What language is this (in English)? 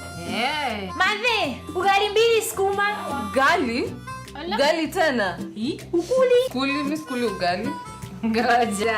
Meru